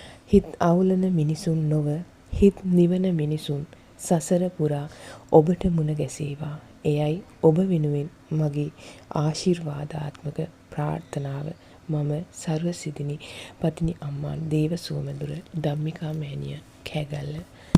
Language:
Sinhala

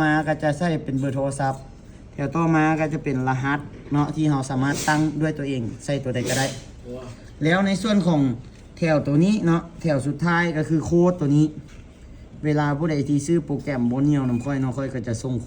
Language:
Lao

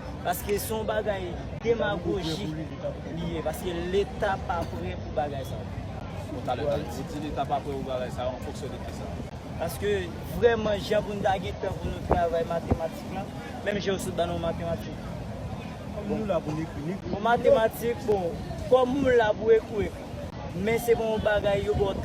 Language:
Haitian Creole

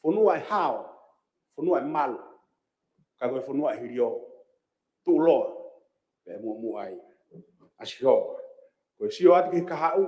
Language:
Tongan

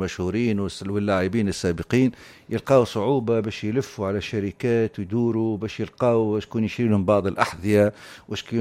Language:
Tunisian Arabic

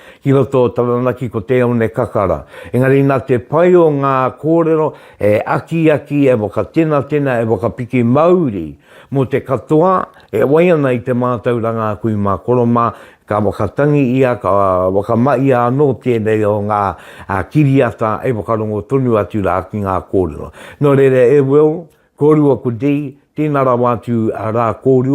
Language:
Māori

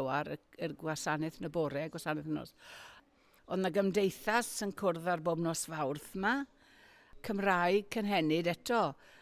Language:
Welsh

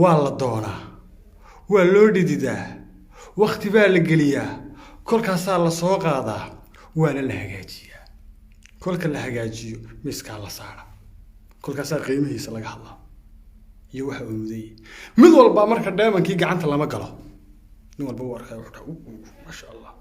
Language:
Somali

